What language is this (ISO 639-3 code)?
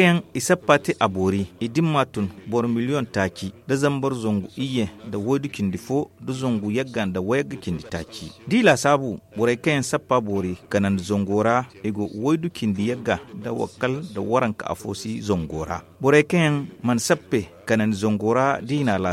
dje